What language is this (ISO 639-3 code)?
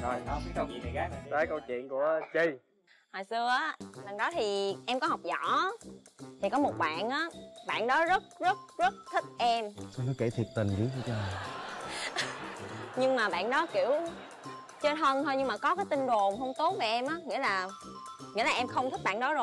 vie